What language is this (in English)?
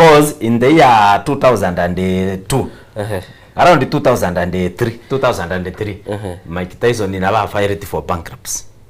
Gusii